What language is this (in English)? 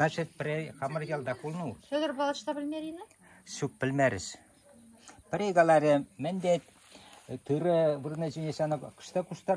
Chuvash